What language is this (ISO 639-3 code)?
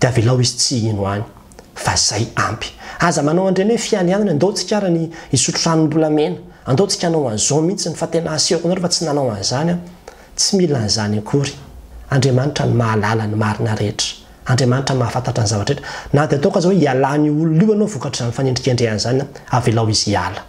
mlg